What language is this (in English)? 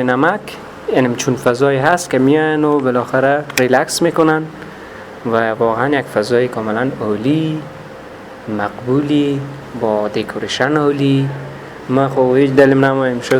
Persian